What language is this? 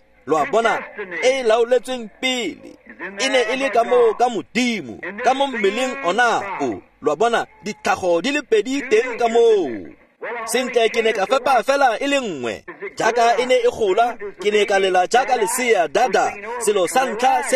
Tswana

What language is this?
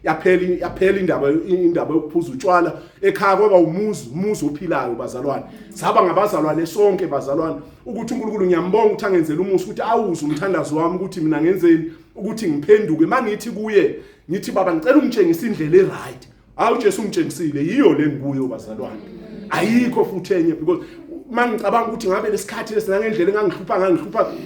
Zulu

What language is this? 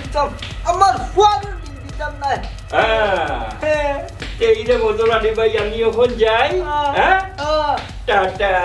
Sylheti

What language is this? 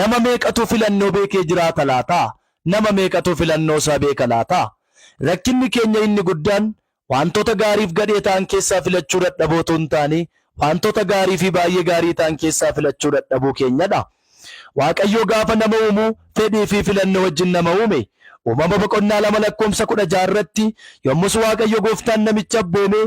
Oromo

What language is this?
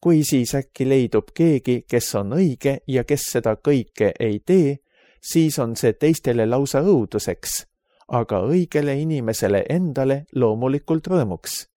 Estonian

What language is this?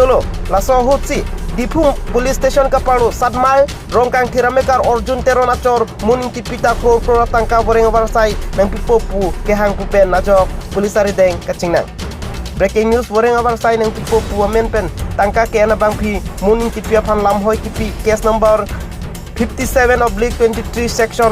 Karbi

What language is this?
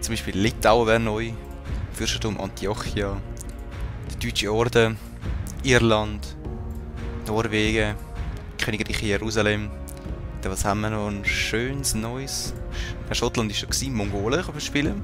Swiss German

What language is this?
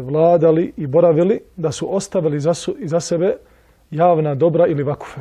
Bosnian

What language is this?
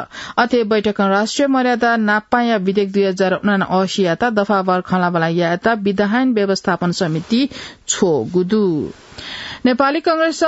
Newari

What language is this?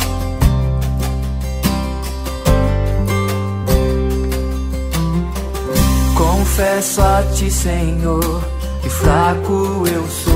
Portuguese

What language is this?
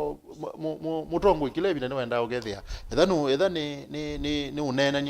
Kamba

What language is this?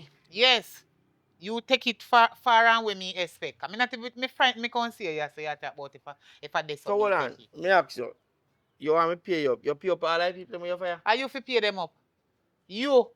Jamaican Creole English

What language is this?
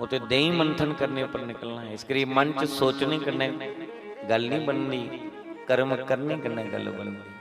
Dogri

